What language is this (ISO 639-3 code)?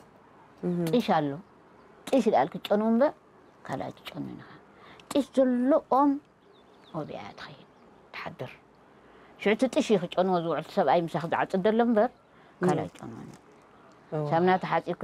tir